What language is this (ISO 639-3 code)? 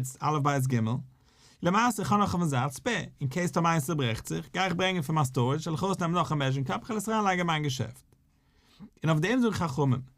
yid